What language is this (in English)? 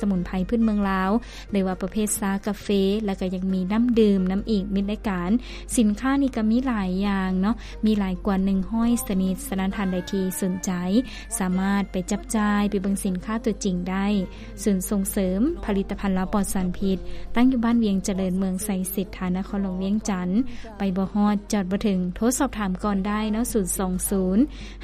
Lao